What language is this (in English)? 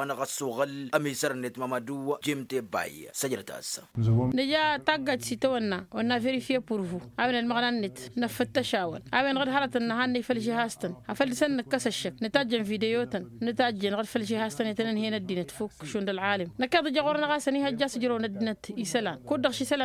Tamasheq